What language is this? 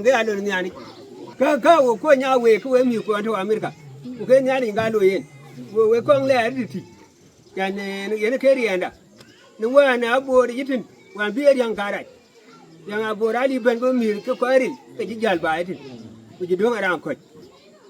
Dinka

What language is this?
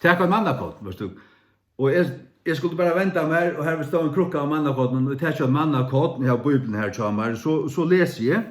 Faroese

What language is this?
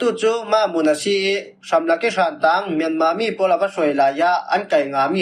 Falam Chin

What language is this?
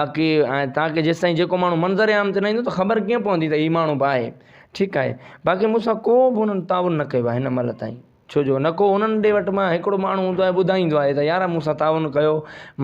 Sindhi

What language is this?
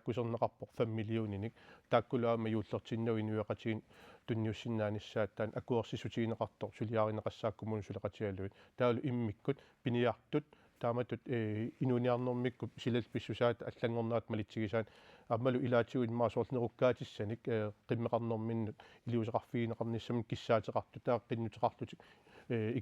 Kalaallisut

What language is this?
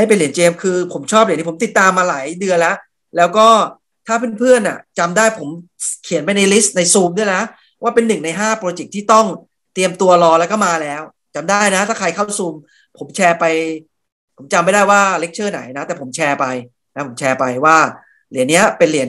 Thai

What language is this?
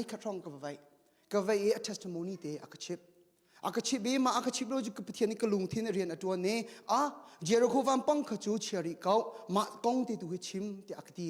Hakha Chin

